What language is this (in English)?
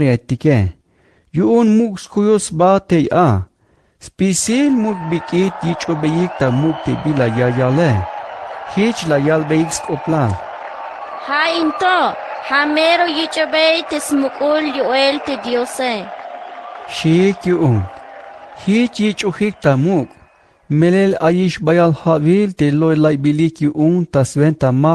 Tzeltal